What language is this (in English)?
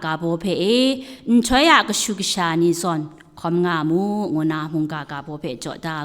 Kachin